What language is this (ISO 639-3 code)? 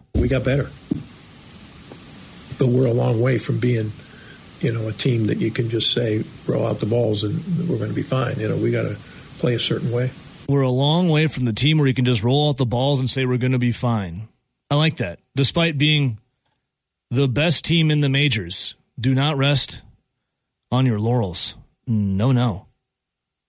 eng